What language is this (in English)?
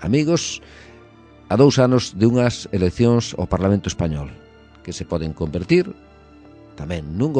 Galician